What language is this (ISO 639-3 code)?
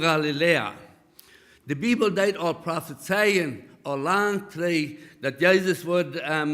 pdt